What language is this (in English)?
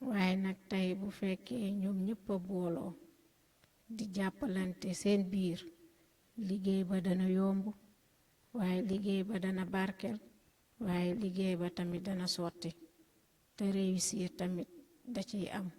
Wolof